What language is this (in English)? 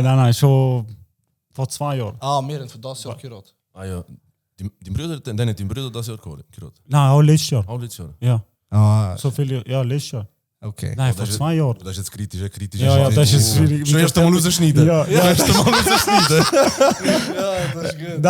Swiss German